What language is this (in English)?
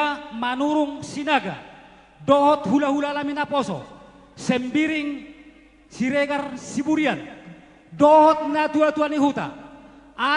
Batak Toba